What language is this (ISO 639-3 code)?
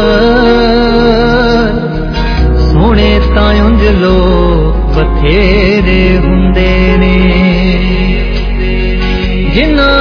pan